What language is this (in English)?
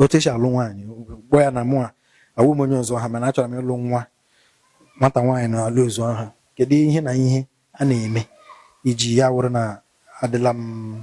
Igbo